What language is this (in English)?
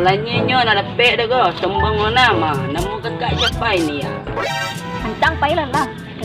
Minangkabau